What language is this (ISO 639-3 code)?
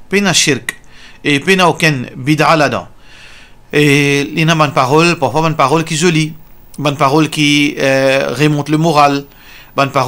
mfe